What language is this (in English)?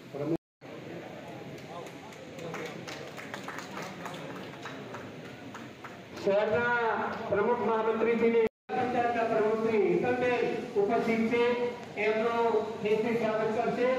Gujarati